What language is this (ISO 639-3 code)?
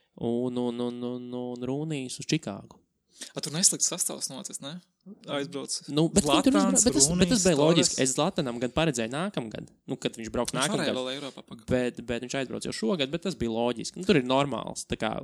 lav